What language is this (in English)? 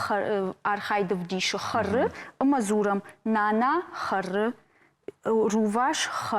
Ossetic